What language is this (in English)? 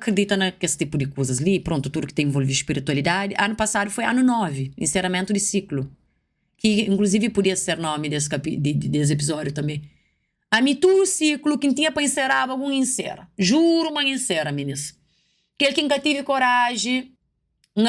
Kabuverdianu